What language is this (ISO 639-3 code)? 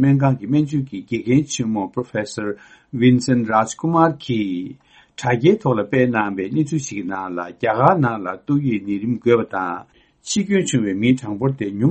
bod